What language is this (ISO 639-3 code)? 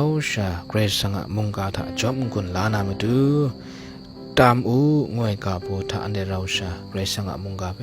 kac